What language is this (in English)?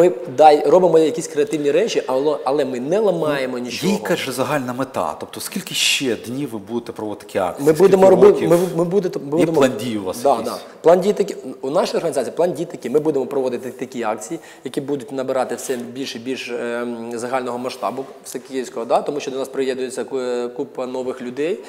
Ukrainian